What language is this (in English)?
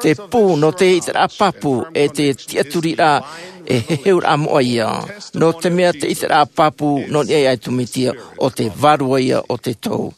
Tahitian